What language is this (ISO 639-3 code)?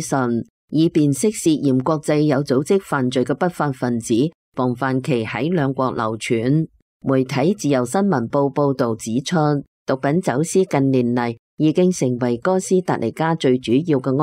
yue